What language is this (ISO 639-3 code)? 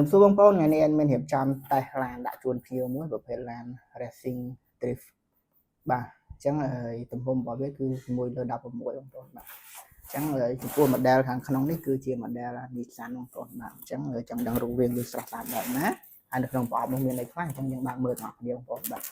khm